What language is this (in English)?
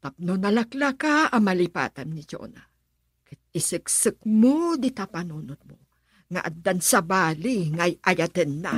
Iloko